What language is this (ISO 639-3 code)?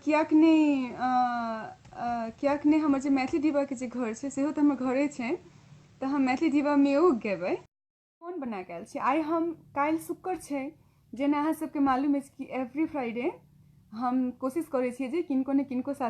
mai